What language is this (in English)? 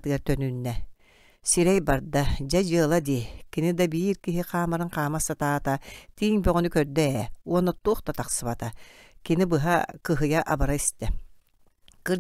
Yakut